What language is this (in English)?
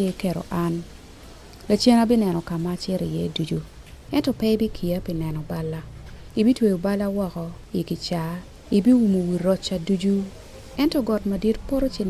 Acoli